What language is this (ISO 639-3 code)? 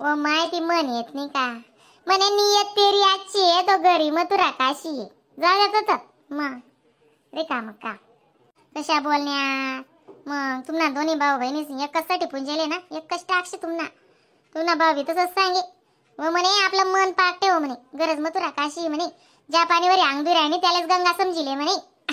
khn